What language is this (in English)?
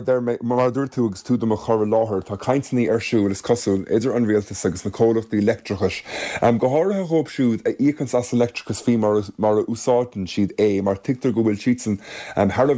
Irish